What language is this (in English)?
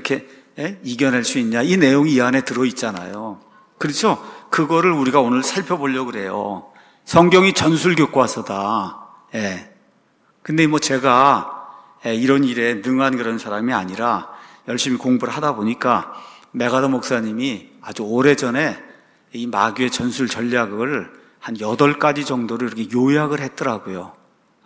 Korean